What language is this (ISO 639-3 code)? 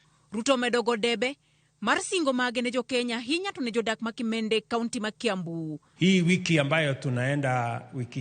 luo